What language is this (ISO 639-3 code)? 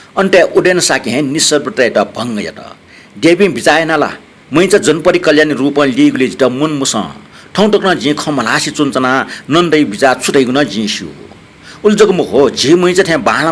new